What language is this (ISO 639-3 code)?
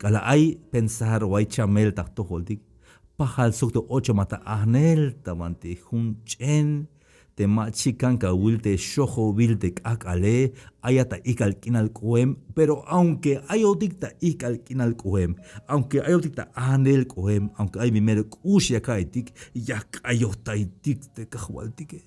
tzh